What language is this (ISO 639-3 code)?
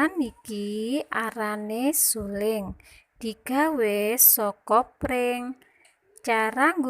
jav